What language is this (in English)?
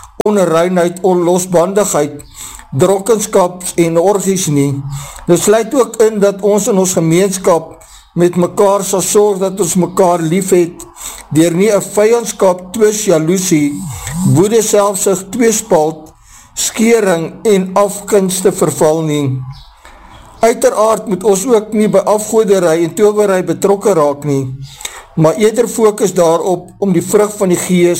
Afrikaans